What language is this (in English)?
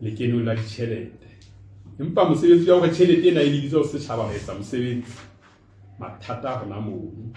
Southern Sotho